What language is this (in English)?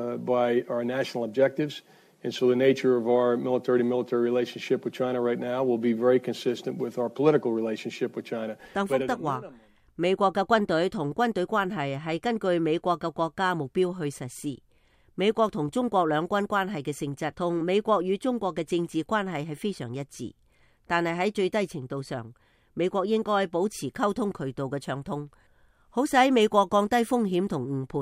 Cantonese